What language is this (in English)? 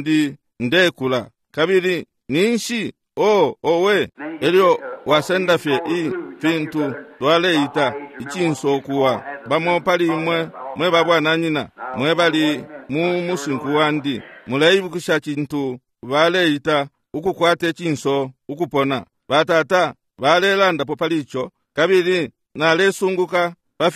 Bemba